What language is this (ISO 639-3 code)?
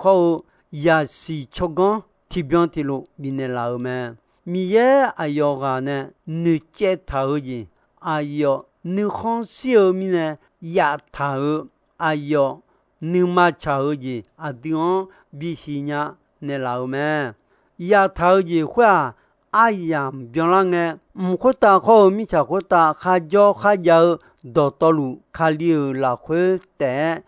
ahk